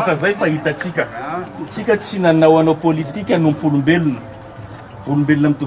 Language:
Malagasy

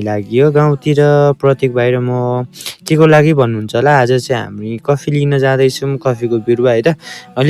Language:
Nepali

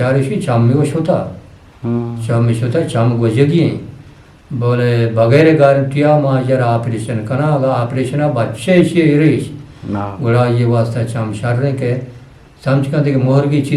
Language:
Eastern Balochi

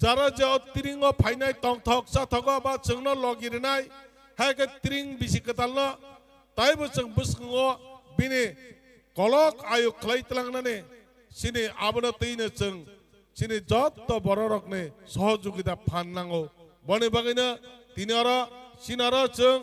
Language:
Kok Borok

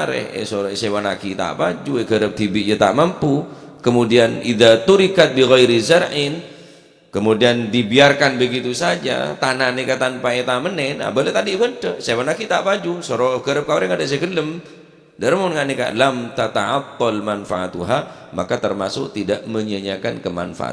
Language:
Madurese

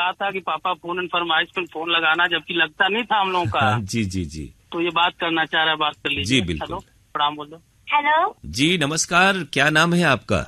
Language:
Hindi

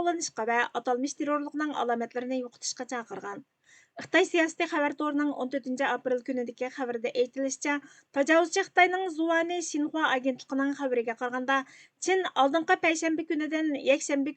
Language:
Uyghur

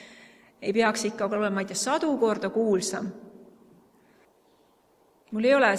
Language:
Estonian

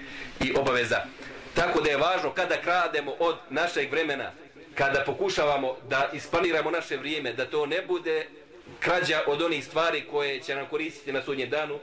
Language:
Bosnian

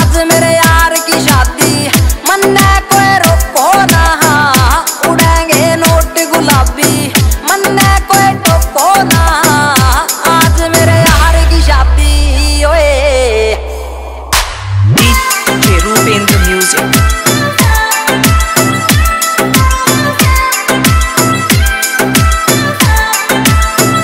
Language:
Hindi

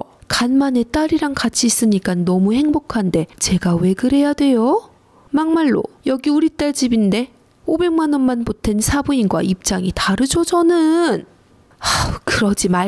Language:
Korean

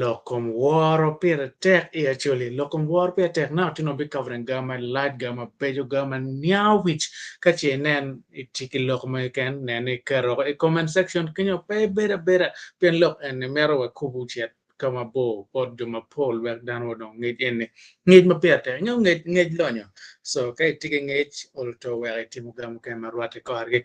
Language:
Acoli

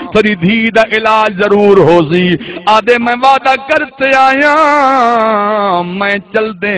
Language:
Saraiki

